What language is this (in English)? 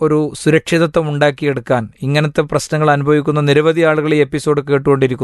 Malayalam